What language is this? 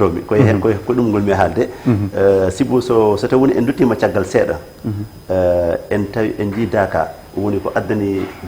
Fula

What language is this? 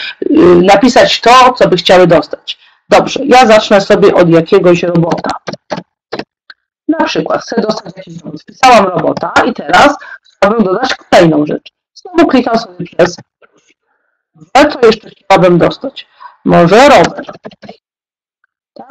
Polish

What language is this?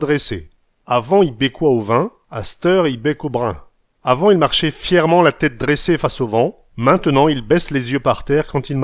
Picard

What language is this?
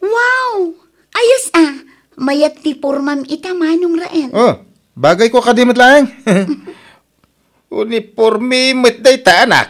Iloko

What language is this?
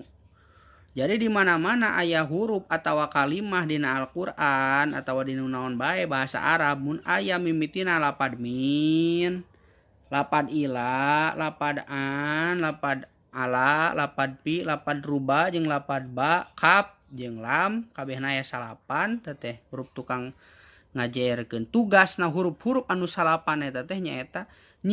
Sundanese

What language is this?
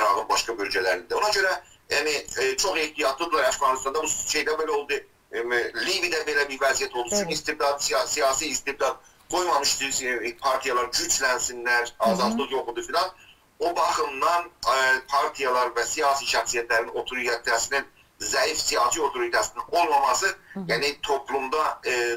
South Azerbaijani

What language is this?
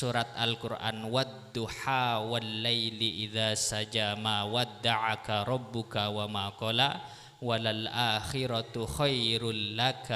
Madurese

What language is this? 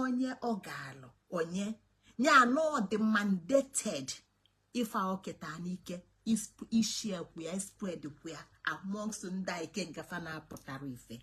Igbo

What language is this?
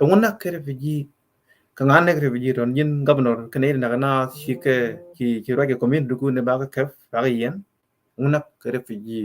Nuer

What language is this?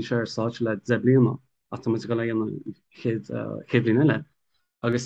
Irish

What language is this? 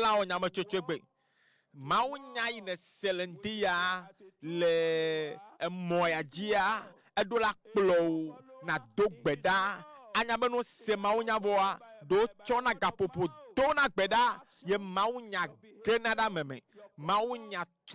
Ewe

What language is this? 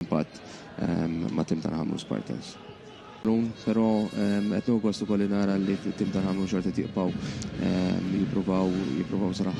Maltese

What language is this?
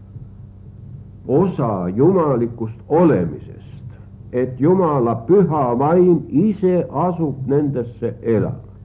Estonian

